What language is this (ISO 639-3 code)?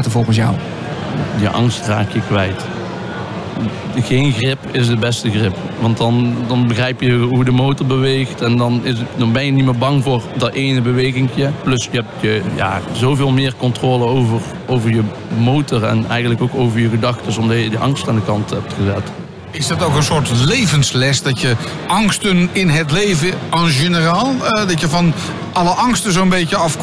nld